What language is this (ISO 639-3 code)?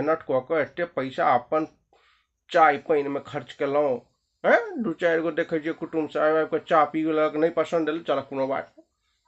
mai